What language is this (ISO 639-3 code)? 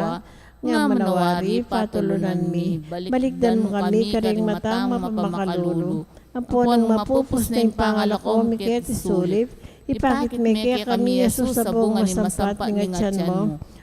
pam